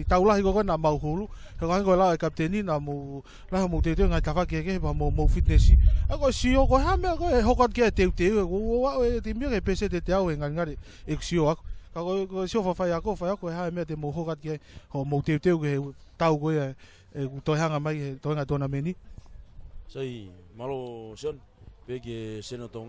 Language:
Tongan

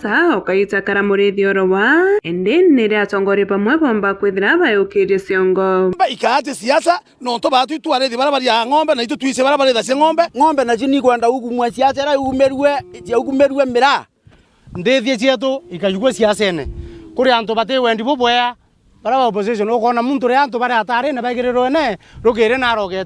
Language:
Meru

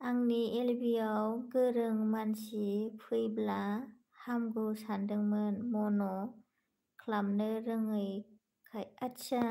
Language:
Bodo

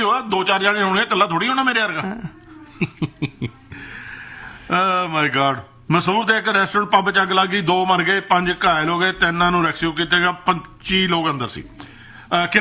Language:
Punjabi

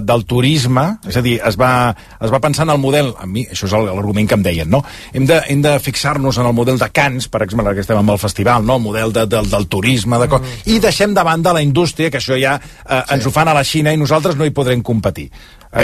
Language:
Catalan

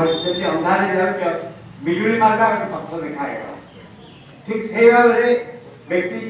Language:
Odia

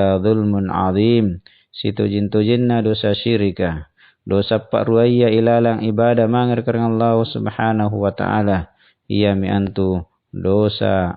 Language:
Makasar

